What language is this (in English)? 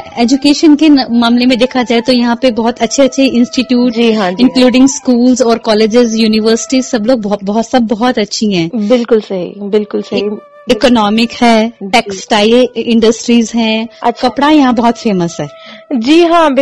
Hindi